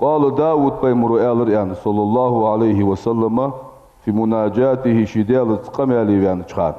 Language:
Ingush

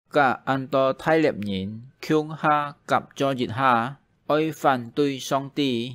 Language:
Hakka Chinese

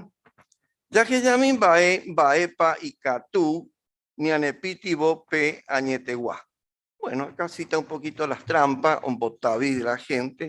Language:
Guarani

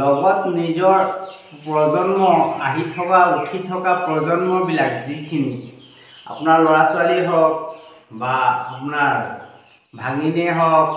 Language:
Assamese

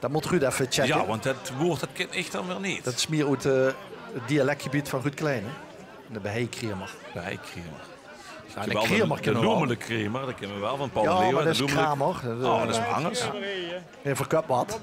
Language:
Limburgish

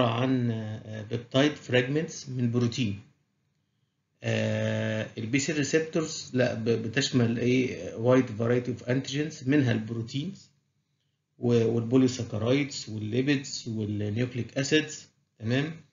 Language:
Egyptian Arabic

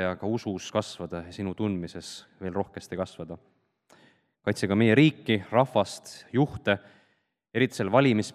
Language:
Estonian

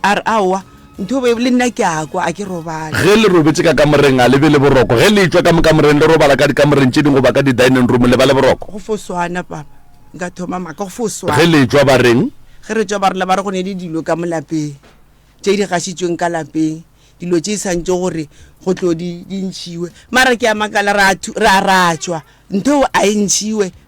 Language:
Northern Sotho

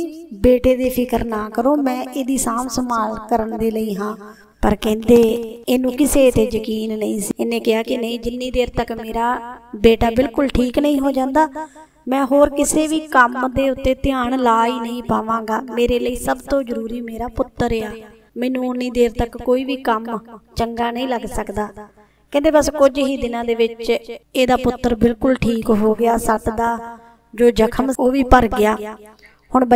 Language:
Punjabi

